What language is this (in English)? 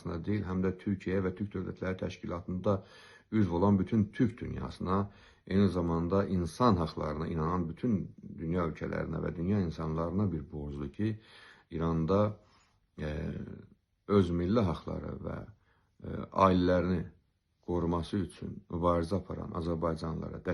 Azerbaijani